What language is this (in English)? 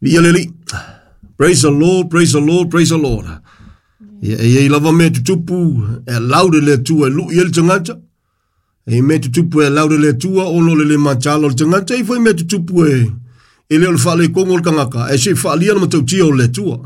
Samoan